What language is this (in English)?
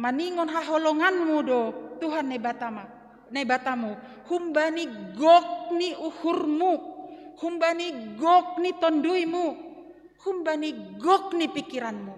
Batak Simalungun